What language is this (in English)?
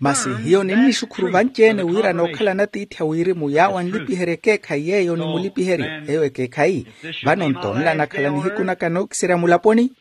Makhuwa